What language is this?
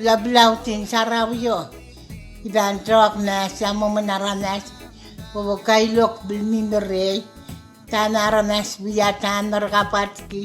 Pohnpeian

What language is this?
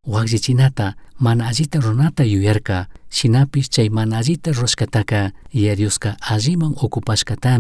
Chimborazo Highland Quichua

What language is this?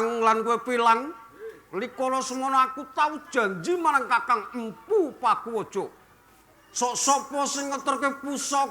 Javanese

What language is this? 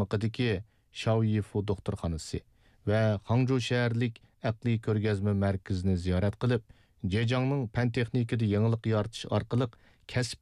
Uyghur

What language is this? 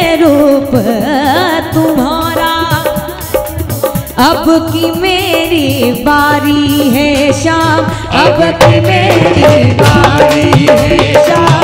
Hindi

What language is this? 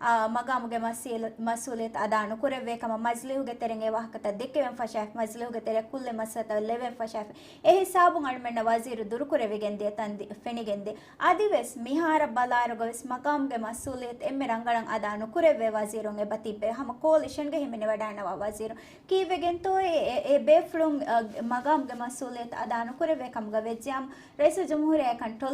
Divehi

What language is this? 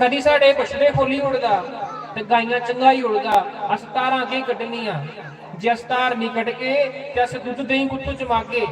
Dogri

